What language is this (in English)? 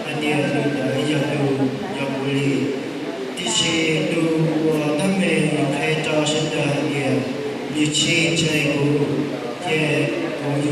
Hmong